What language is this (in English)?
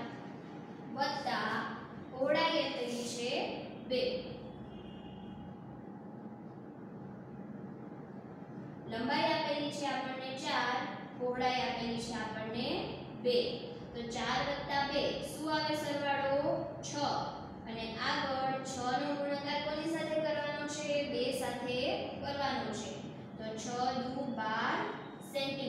Gujarati